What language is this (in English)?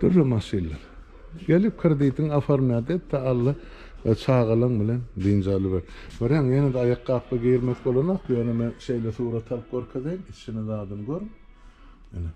Turkmen